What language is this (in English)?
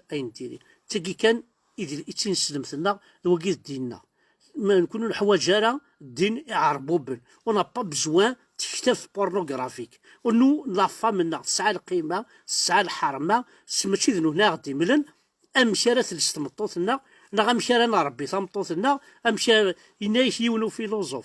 Kabyle